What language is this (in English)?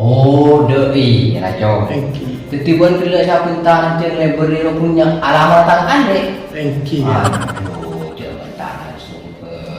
Madurese